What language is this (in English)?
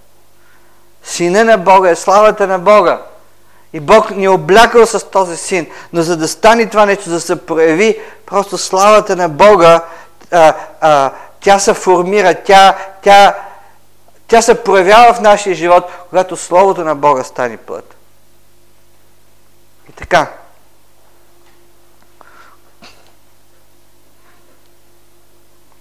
Bulgarian